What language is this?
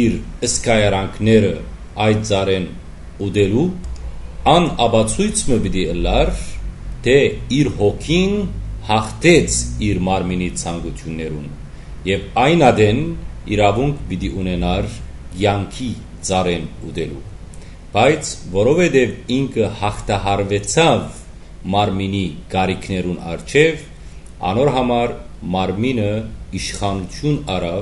Western Armenian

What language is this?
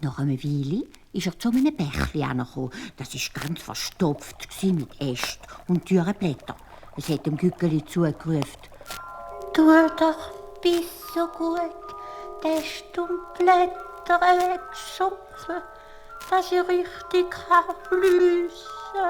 Swiss German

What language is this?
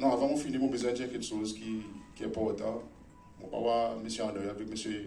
Seselwa Creole French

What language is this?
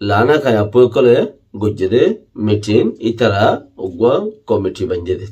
Rohingya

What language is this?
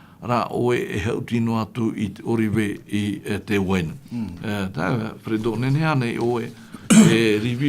Tahitian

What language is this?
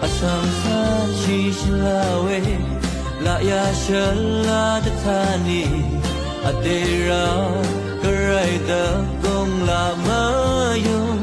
Rawang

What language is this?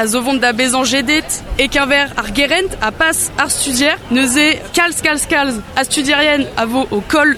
Breton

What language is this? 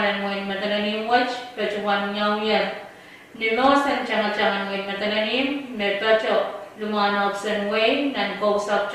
Pohnpeian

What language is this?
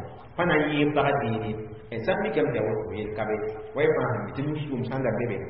Mossi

